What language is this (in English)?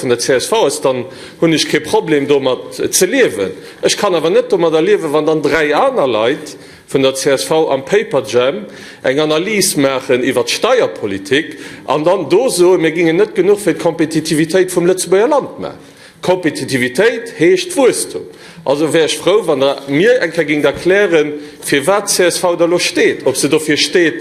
Luxembourgish